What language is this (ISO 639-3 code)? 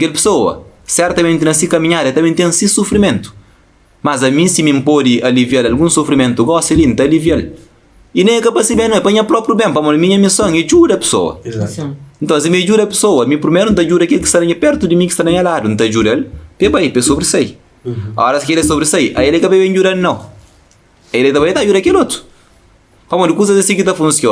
kea